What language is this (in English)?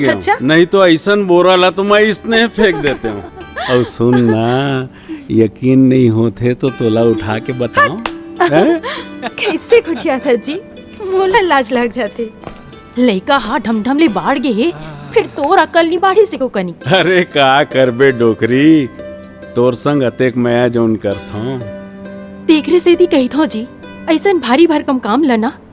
Chhattisgarhi